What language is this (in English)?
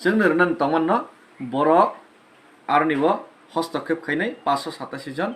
Kok Borok